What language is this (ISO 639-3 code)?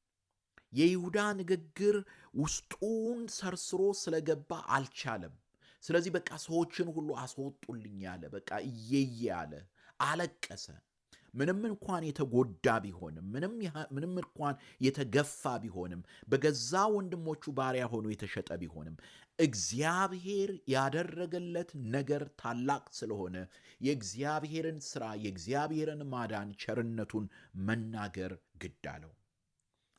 amh